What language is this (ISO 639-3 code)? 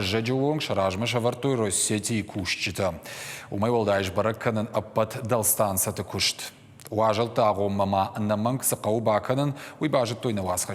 oss